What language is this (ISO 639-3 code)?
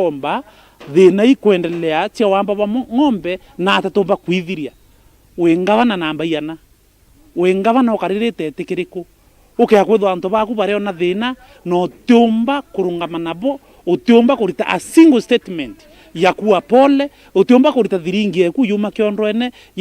mer